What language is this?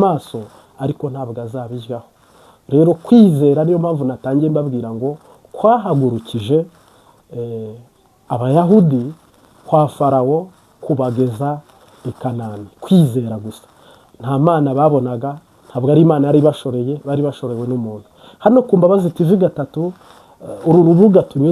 Kinyarwanda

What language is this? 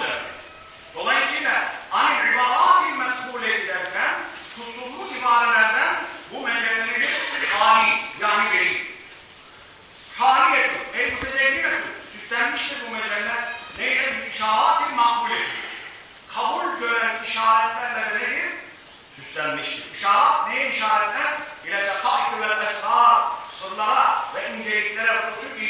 Turkish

